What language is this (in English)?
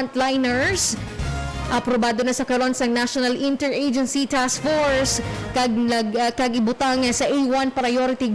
Hiligaynon